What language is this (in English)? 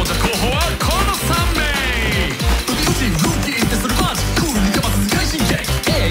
Japanese